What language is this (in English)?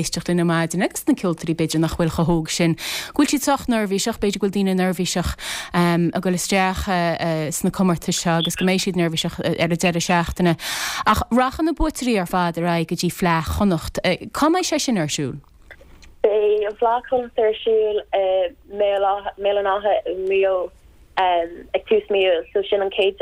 Irish